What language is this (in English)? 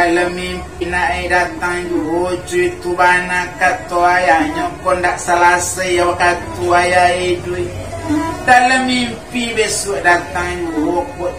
Minangkabau